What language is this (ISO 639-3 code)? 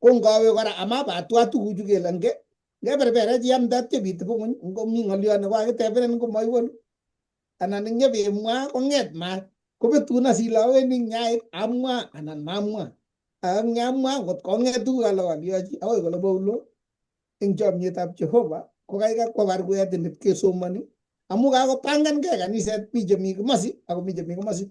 kln